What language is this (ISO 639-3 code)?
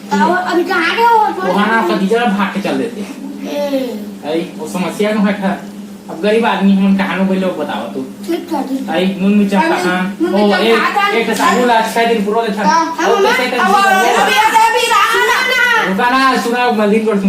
hne